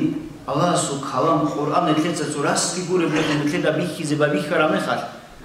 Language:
Avaric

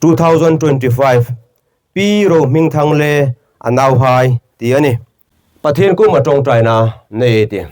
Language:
Hmar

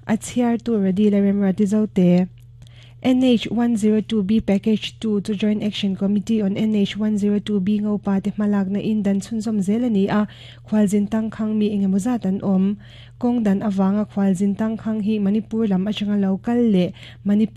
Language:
Mizo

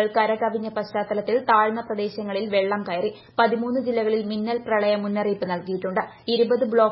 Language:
Malayalam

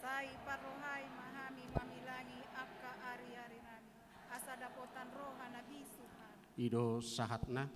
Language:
Batak Toba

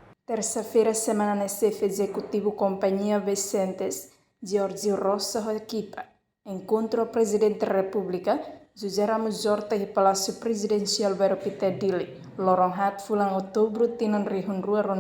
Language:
Tetum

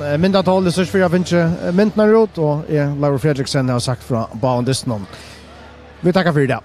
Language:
Faroese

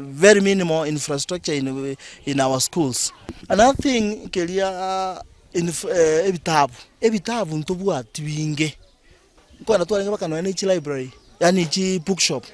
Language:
Gusii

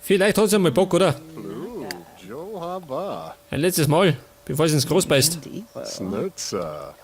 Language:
Bavarian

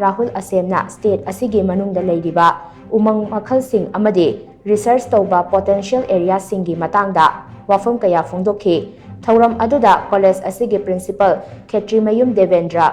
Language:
Manipuri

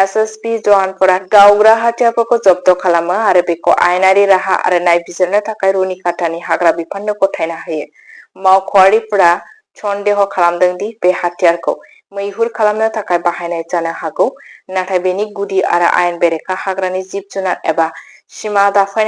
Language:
Bodo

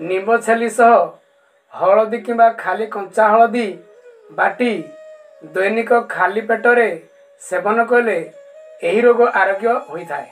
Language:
Odia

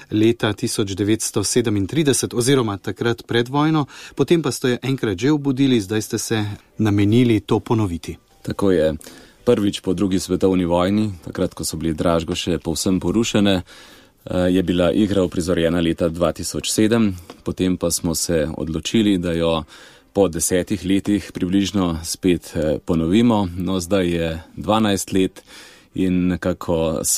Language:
Slovenian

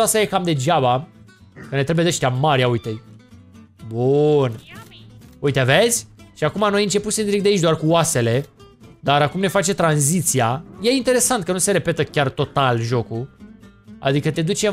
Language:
Romanian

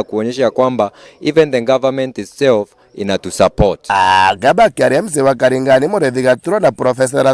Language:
Meru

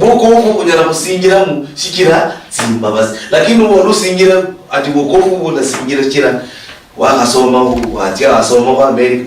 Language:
Luyia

